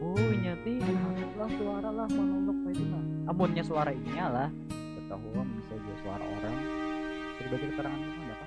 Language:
Banjar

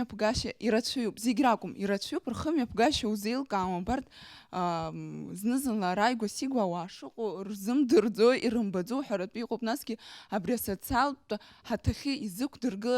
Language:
Abkhazian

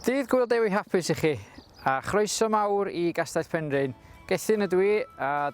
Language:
Welsh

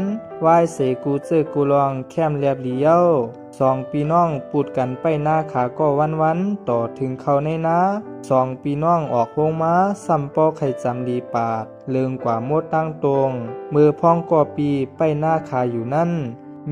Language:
Shan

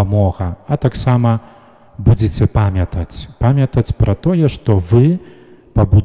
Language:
Belarusian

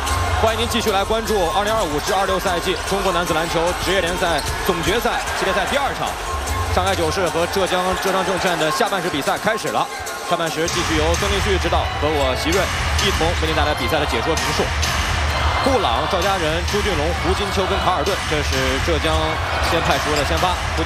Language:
Chinese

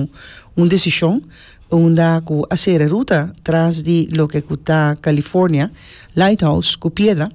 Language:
Papiamento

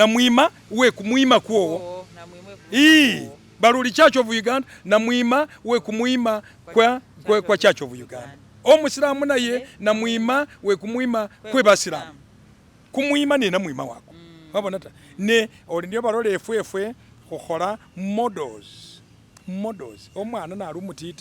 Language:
Masaaba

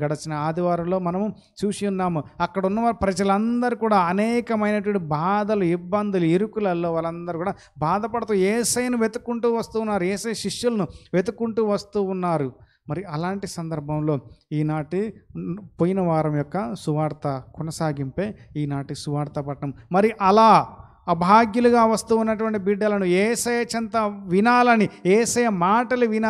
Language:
Telugu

